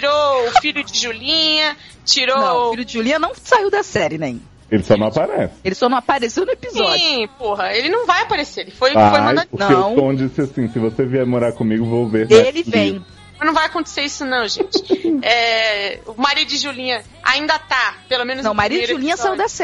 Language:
Portuguese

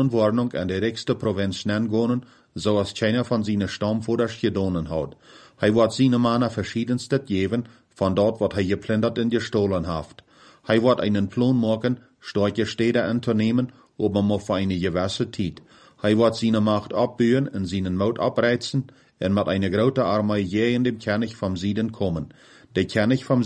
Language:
Plautdietsch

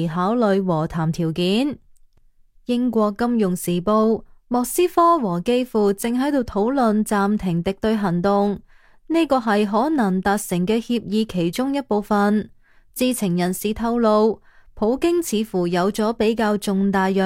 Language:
Cantonese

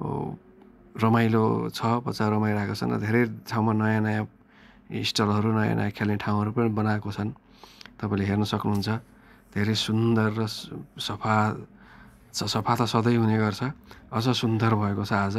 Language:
Nepali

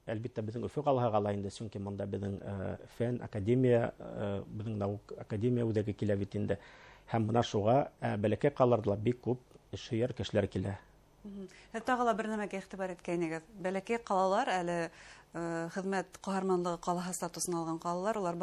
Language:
Bashkir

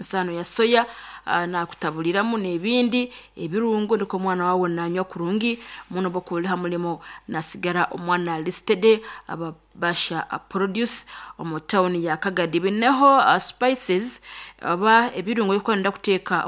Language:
Nyankole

